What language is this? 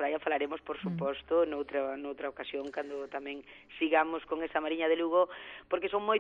Galician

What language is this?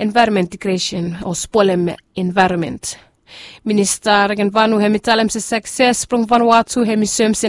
Bislama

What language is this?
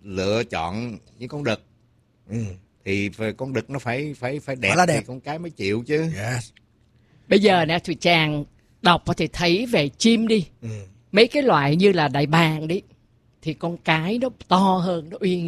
Vietnamese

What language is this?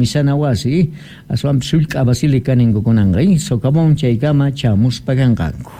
South Bolivian Quechua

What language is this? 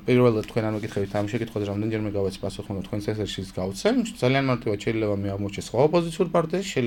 Georgian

